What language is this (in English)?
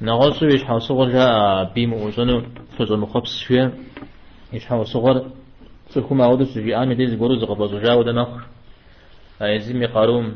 Kabardian